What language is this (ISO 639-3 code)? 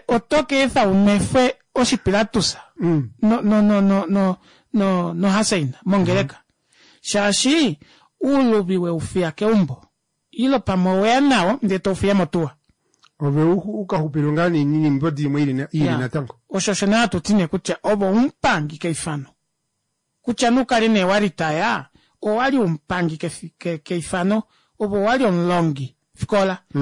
kua